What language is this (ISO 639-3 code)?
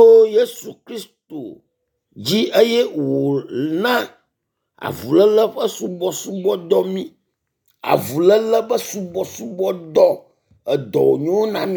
ewe